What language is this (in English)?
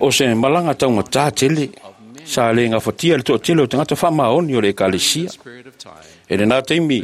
Samoan